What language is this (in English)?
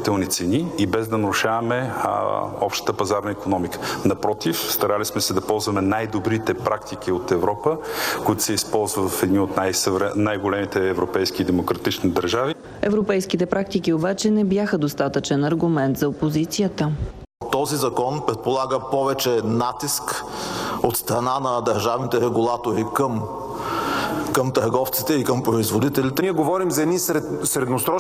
Bulgarian